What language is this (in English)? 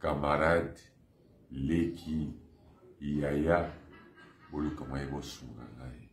Lingala